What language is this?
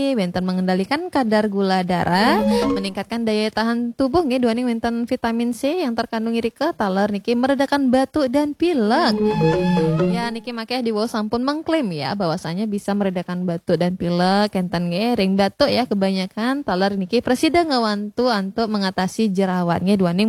Balinese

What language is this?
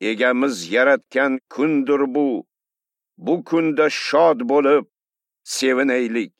Uzbek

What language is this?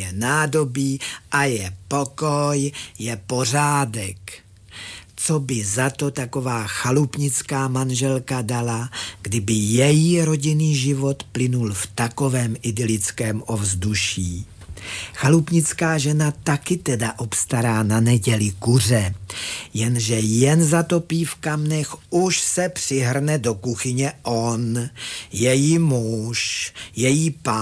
Czech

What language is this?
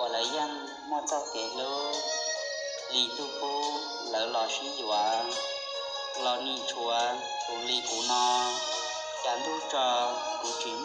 Hmong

